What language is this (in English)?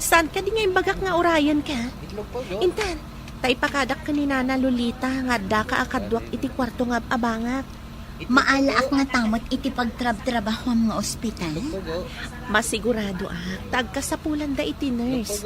Iloko